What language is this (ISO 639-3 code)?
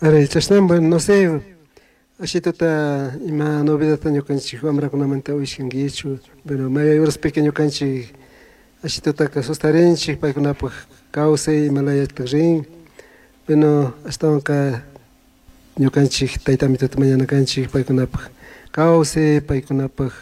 qug